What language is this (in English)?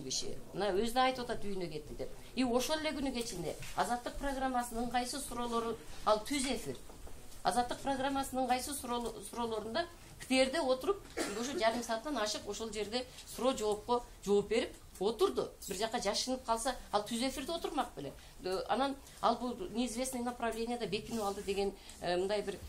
Kyrgyz